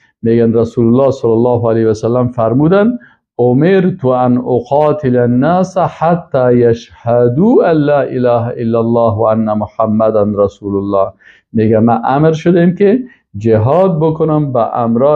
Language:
Persian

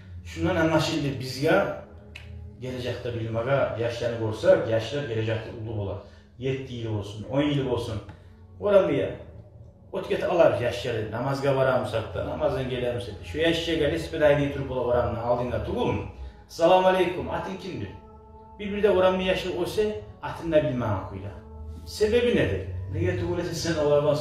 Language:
Kumyk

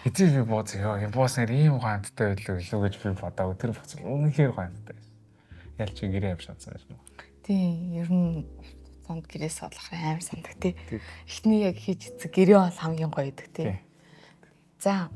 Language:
Mongolian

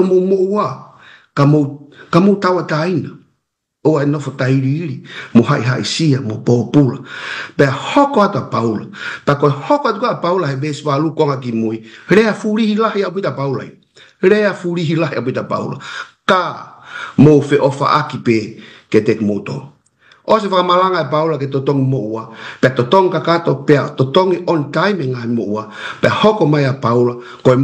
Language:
Tongan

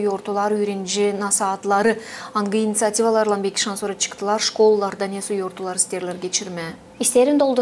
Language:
Gagauz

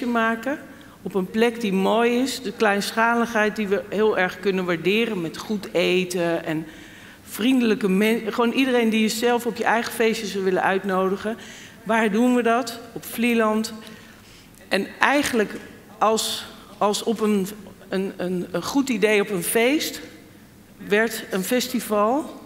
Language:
Dutch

